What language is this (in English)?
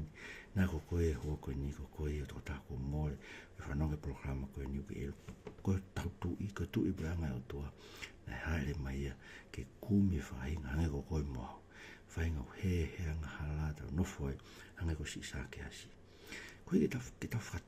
Tongan